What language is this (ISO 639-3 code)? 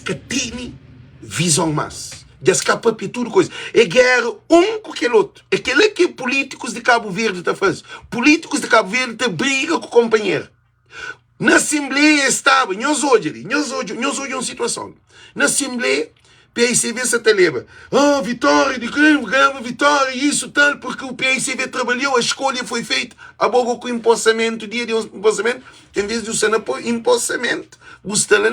kea